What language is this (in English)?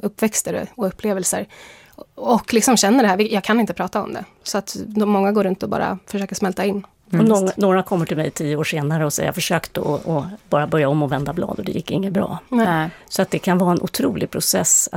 Swedish